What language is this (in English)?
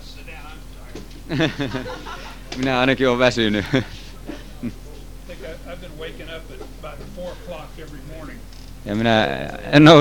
Finnish